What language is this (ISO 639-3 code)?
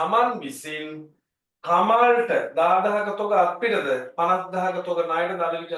sin